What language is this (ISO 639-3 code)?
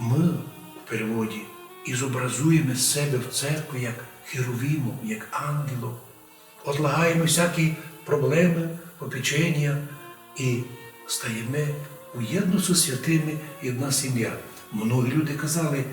rue